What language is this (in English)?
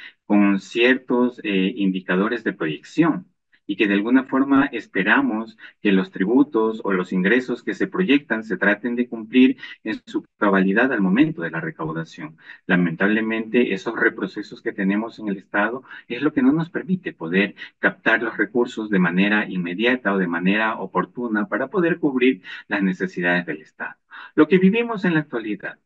Spanish